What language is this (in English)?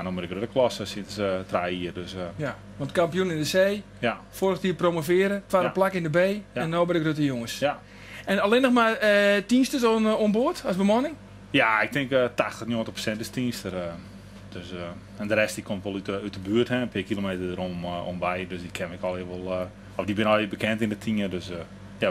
Western Frisian